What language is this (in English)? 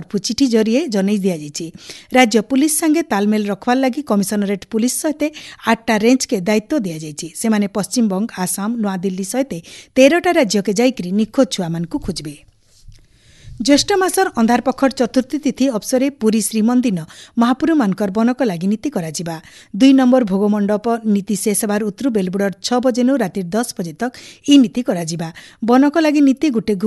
Odia